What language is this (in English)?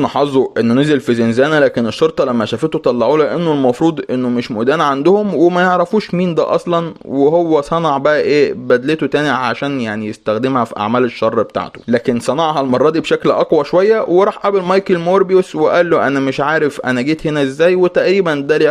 Egyptian Arabic